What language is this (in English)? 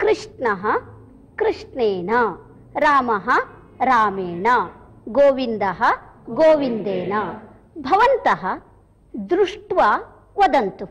Sanskrit